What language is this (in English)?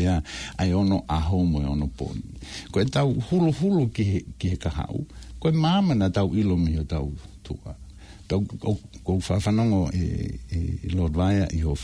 Tongan